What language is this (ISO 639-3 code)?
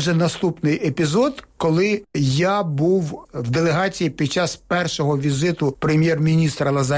ukr